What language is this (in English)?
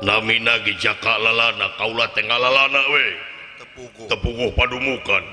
Sundanese